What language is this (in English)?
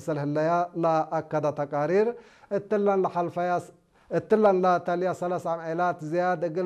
Tigre